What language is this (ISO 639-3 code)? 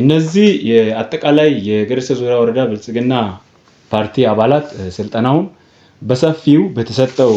amh